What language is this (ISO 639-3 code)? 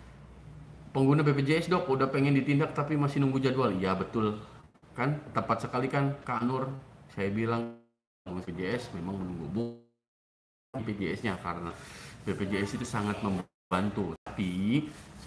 ind